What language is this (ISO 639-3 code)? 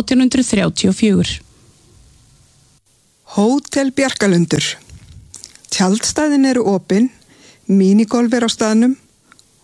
isl